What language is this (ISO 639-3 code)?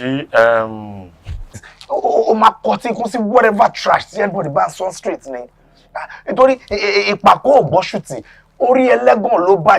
yor